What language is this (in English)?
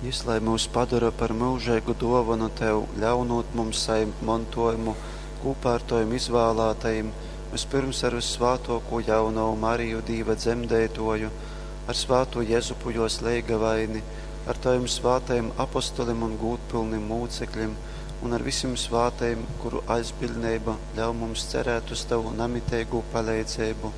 Latgalian